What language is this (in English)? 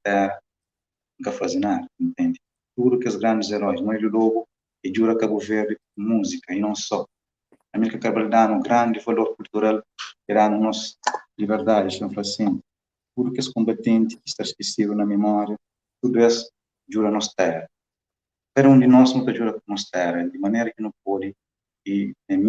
Kabuverdianu